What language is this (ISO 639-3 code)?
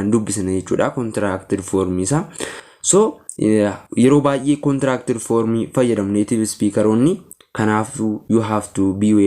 orm